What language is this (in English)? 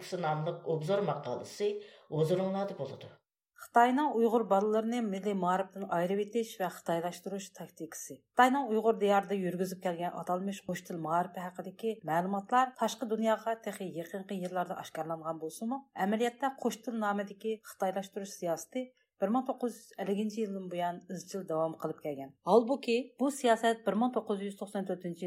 Uyghur